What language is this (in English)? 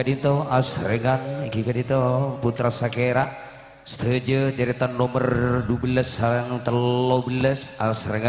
Madurese